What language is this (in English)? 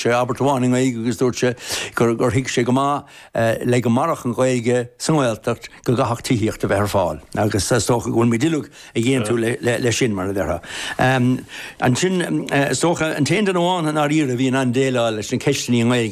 Irish